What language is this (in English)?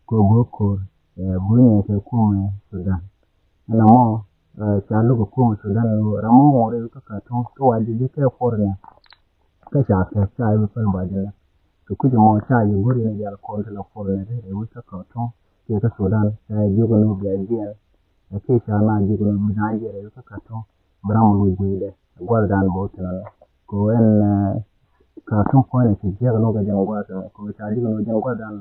Nuer